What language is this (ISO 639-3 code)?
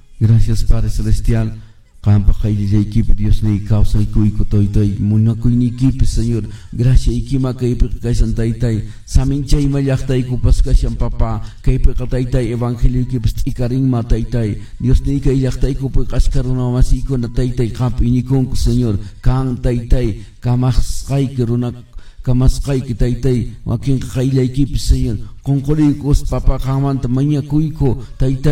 que